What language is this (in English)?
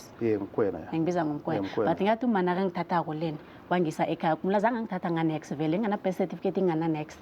Zulu